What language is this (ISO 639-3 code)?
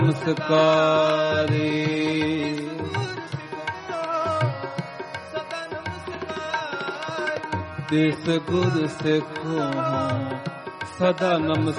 pan